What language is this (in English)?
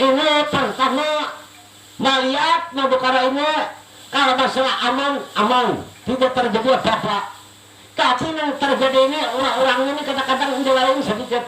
Banjar